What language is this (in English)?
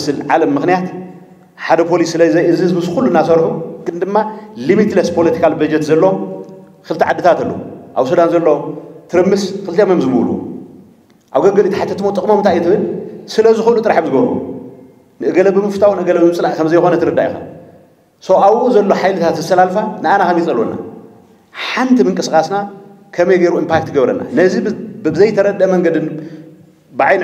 Tigrinya